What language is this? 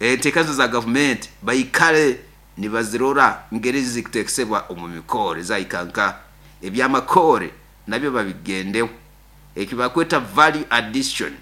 Nyoro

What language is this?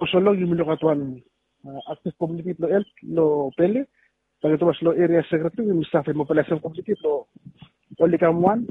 Bislama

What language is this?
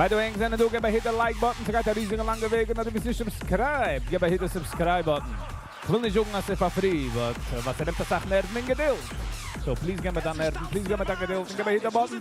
Yiddish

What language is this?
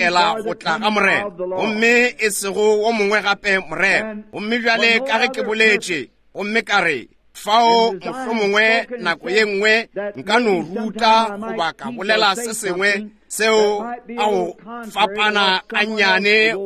Northern Sotho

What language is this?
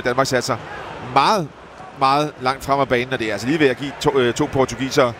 Danish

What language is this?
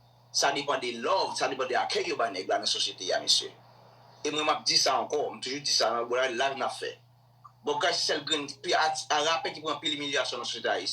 Haitian Creole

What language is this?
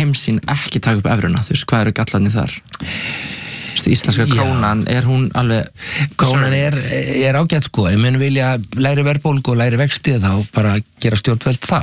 Icelandic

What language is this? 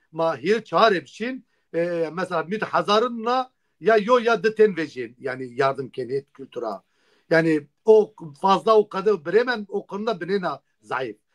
Zaza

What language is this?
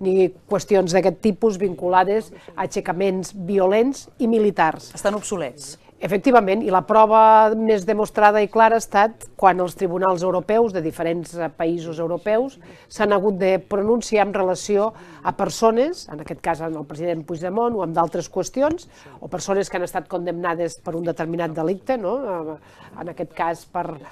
Catalan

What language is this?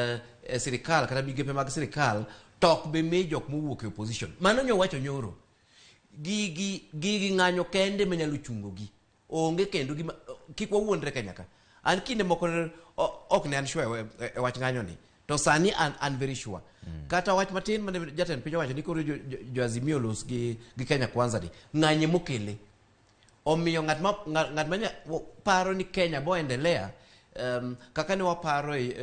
Luo (Kenya and Tanzania)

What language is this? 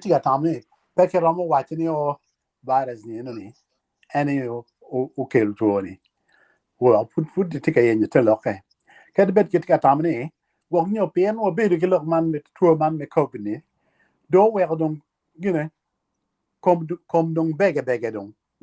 Acoli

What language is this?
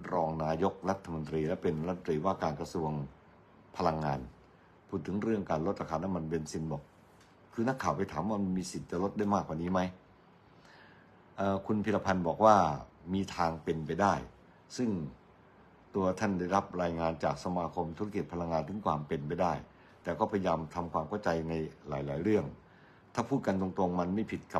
Thai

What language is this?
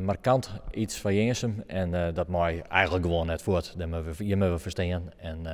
Western Frisian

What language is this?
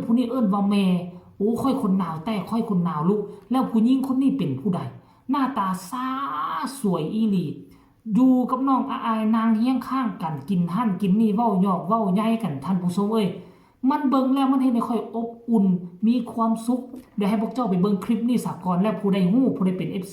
Northeastern Thai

